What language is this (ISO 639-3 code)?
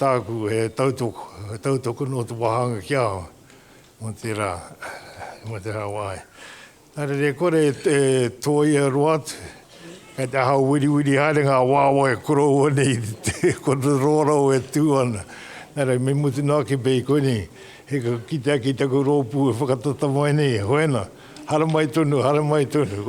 mri